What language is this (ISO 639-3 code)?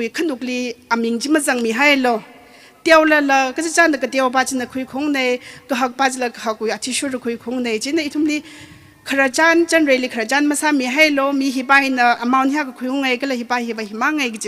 nmf